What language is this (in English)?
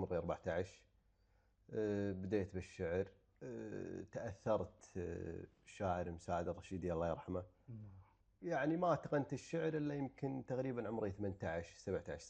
Gulf Arabic